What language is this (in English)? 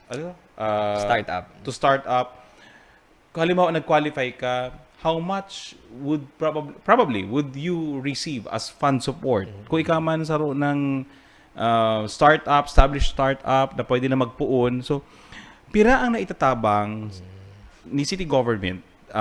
Bikol